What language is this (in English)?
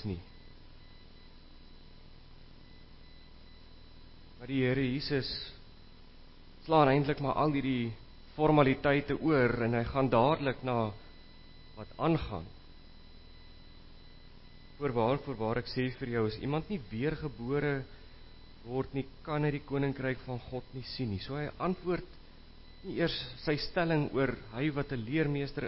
Afrikaans